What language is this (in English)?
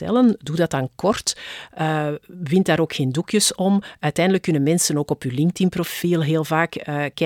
Dutch